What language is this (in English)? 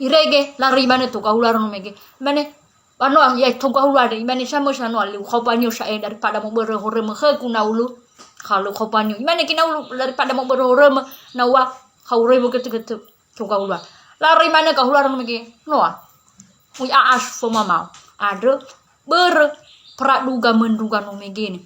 Nias